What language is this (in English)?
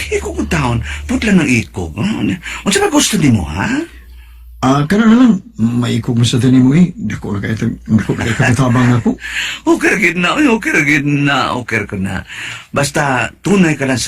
Cebuano